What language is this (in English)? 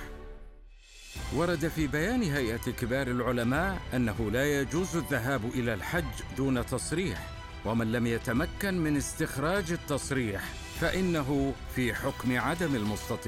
Arabic